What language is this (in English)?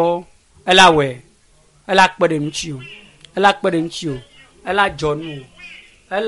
Ewe